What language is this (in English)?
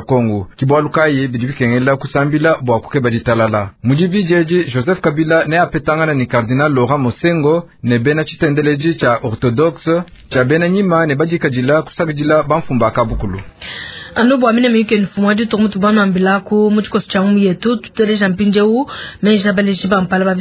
Luba-Lulua